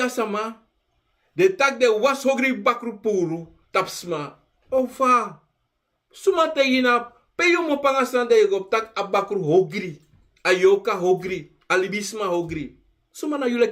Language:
Sranan Tongo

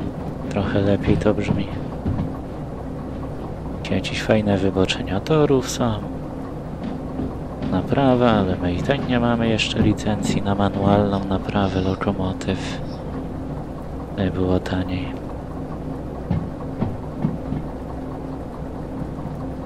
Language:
Polish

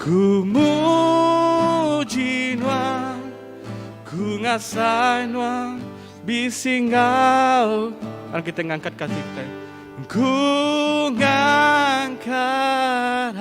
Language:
Iban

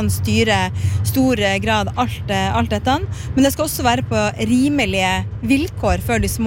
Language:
Norwegian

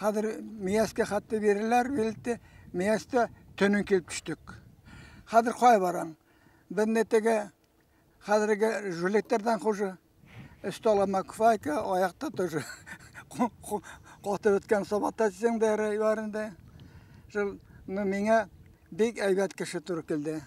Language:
Bashkir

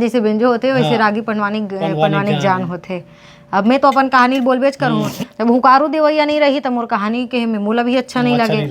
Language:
Chhattisgarhi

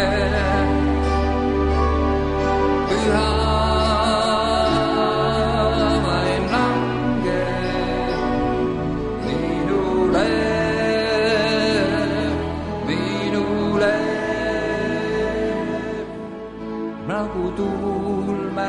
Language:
Estonian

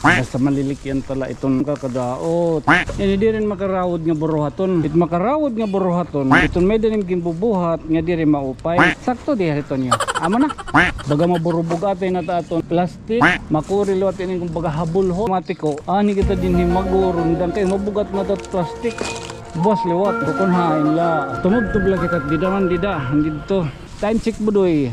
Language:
Waray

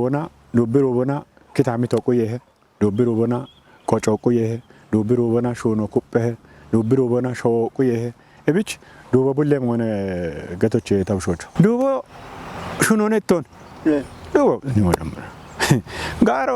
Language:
Kafa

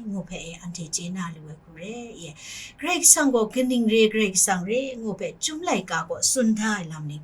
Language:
Kachin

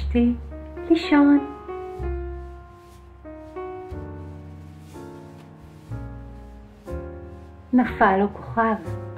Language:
Hebrew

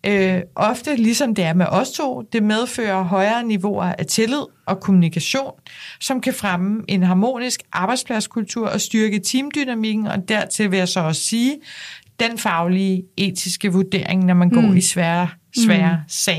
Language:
Danish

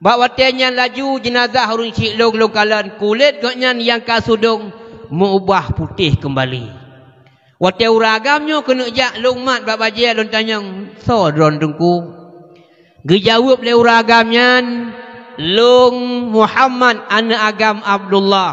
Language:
Achinese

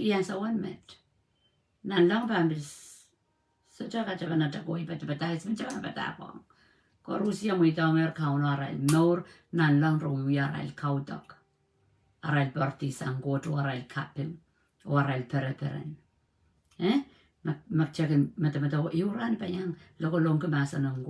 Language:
Pohnpeian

